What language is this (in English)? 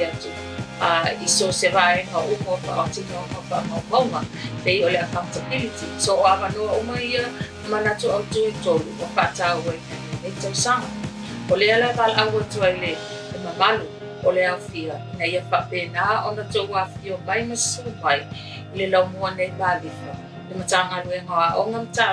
Samoan